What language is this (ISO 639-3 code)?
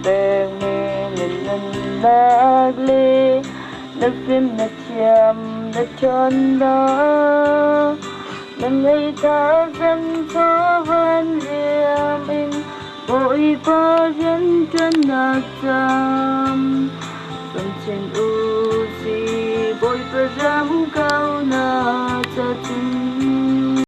cnh